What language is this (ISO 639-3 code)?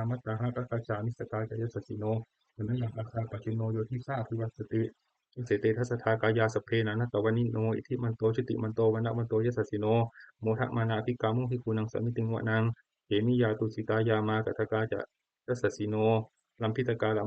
pli